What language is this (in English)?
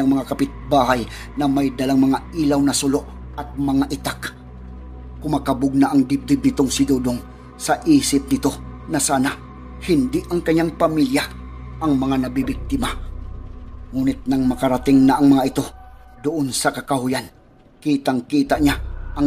Filipino